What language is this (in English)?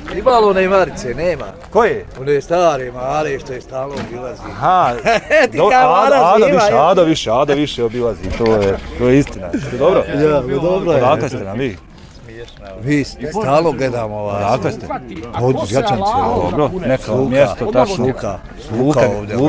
Bosnian